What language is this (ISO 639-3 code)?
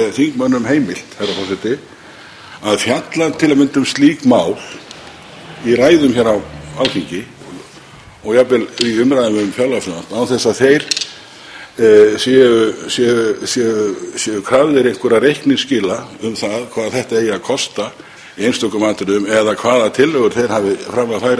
isl